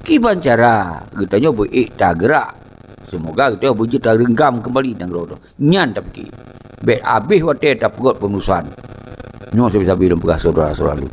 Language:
Achinese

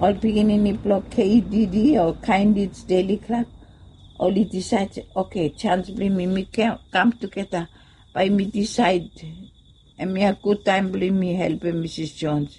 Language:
Bislama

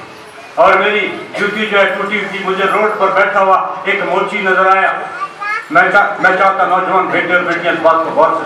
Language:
Urdu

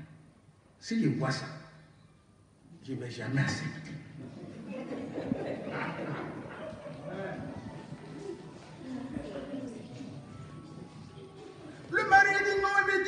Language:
French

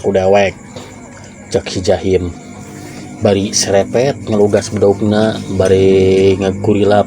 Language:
Sundanese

